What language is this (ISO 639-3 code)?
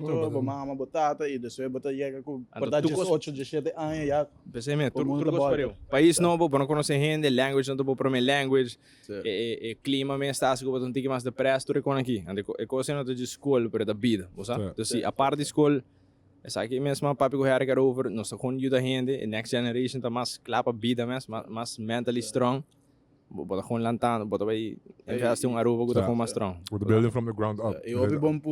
pap